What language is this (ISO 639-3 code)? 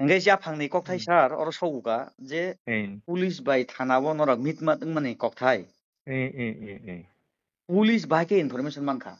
trp